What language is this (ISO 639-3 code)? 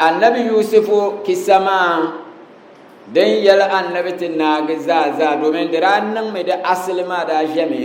dag